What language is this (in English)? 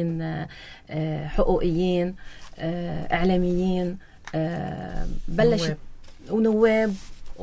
North Levantine Arabic